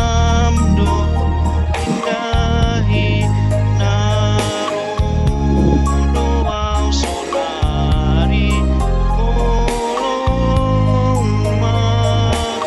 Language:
Batak Simalungun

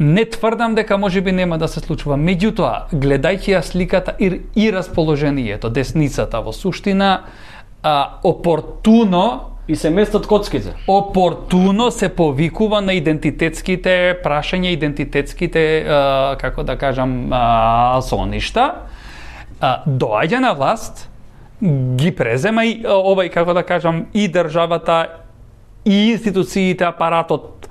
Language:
Macedonian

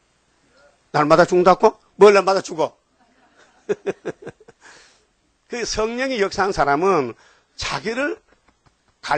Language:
Korean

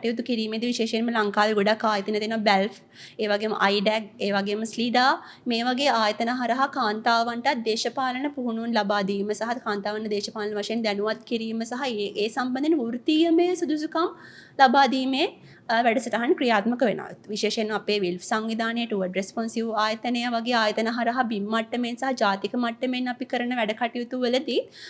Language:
Sinhala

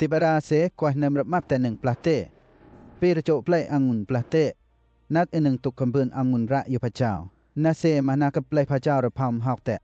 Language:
Western Lawa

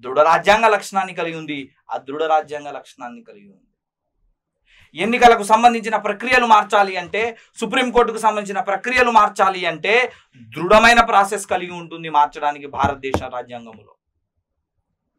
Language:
Telugu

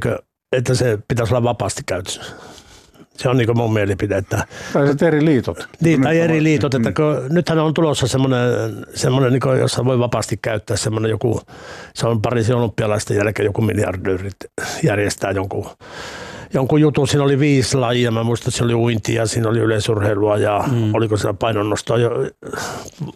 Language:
Finnish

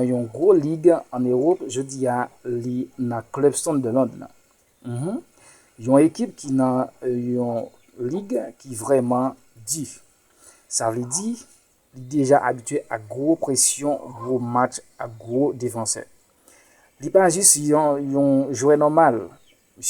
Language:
Haitian Creole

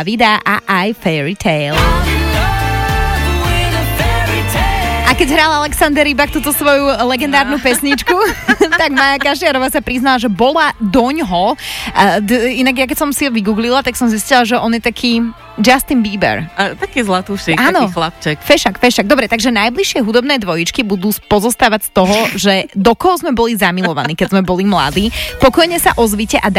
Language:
Slovak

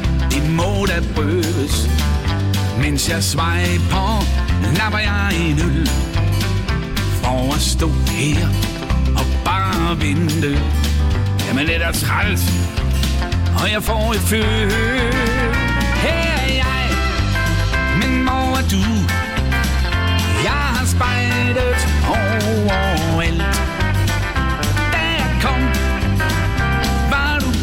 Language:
Danish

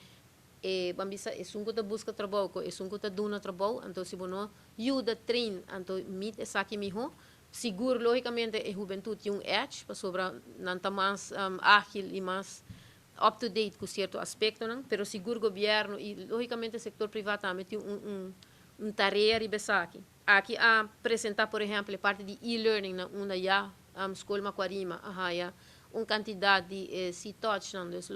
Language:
Papiamento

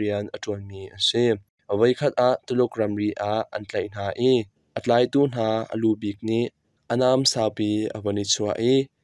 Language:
Hakha Chin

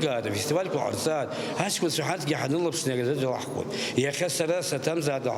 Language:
Abkhazian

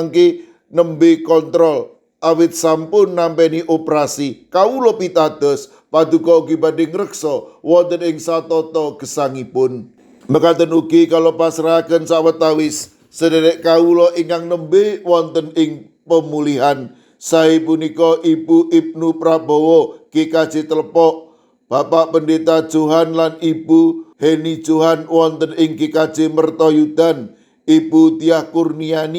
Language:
Javanese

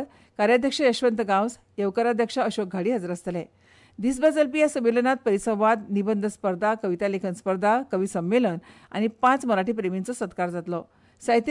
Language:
Konkani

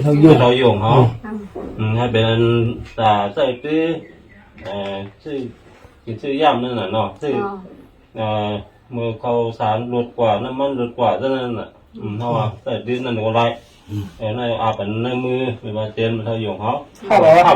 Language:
Shan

